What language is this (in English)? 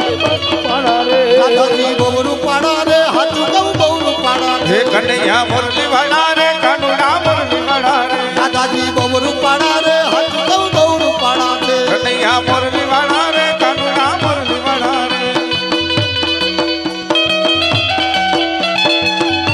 Gujarati